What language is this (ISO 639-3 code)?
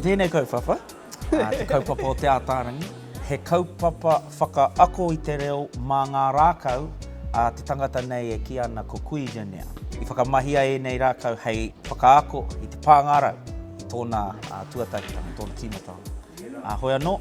mri